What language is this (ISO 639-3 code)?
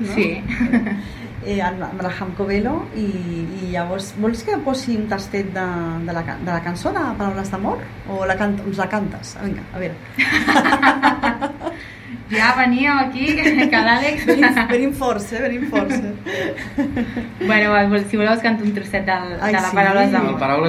cat